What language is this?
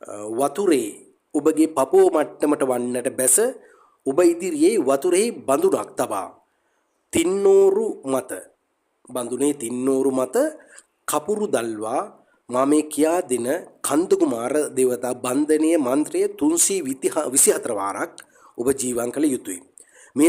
Sinhala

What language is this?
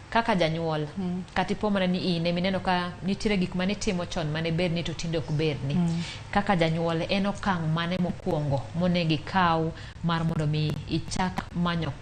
Luo (Kenya and Tanzania)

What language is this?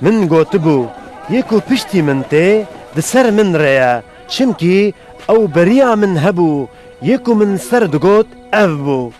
Kurdish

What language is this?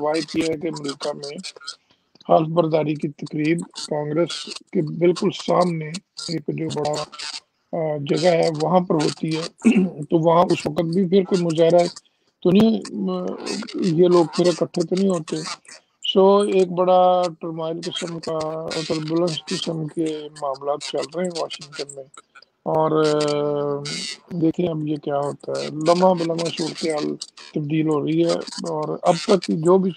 Urdu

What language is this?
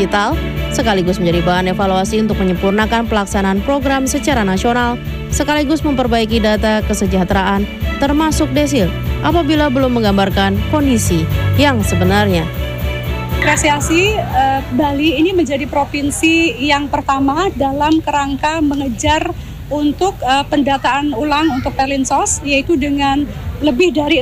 Indonesian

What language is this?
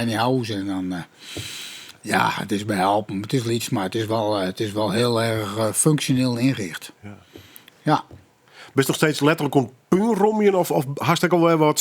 Western Frisian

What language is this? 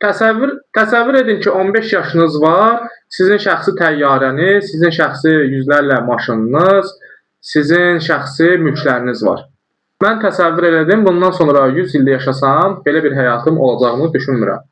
Azerbaijani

